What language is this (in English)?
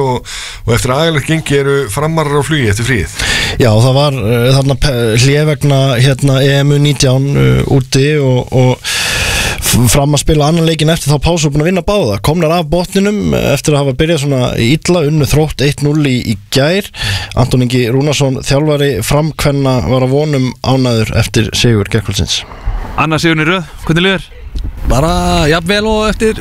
Icelandic